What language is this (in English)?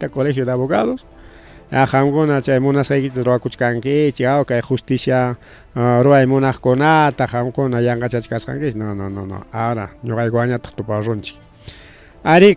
Ayacucho Quechua